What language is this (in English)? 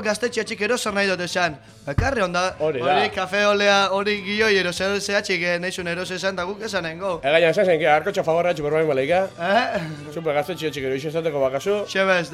Basque